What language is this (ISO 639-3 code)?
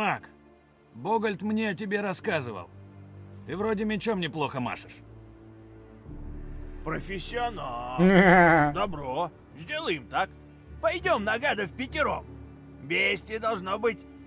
rus